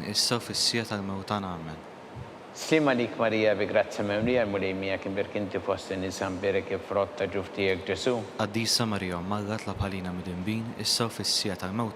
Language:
Maltese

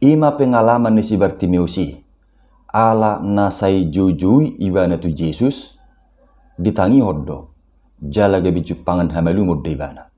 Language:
Batak Toba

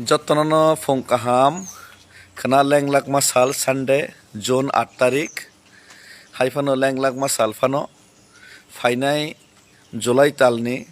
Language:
Kok Borok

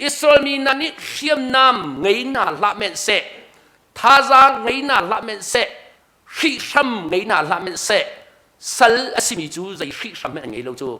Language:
Hakha Chin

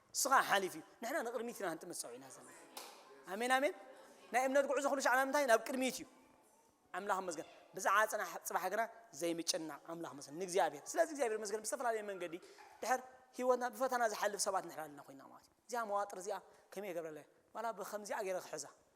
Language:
Tigrinya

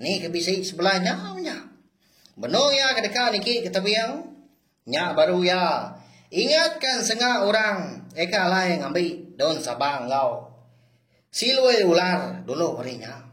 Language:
Iban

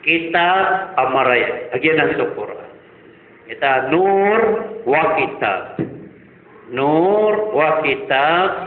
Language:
Maranao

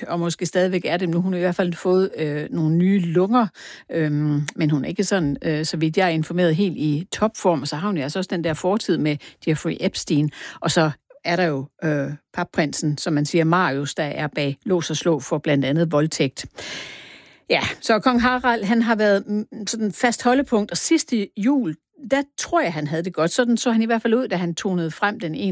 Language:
Danish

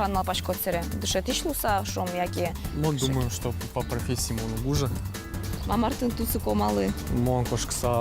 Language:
Udmurt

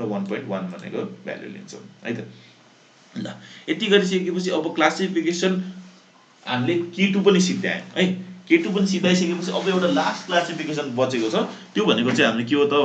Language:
Nepali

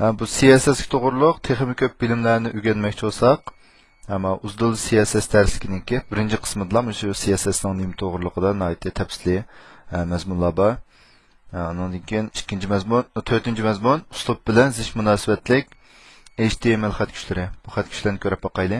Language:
Uyghur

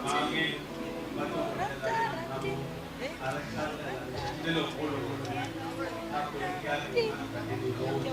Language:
Northern Sotho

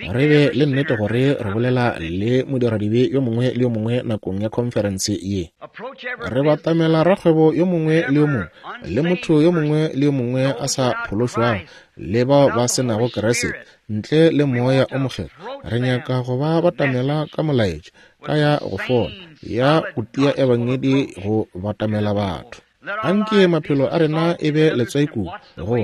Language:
Northern Sotho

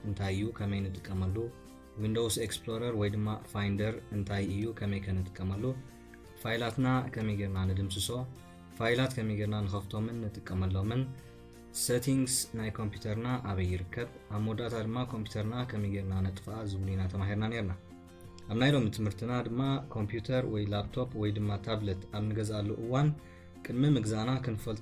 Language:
Tigrinya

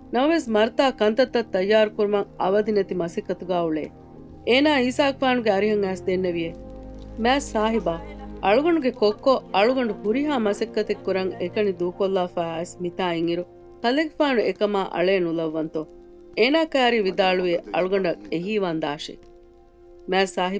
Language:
Divehi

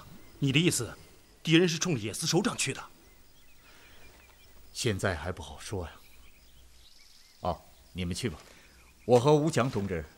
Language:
Chinese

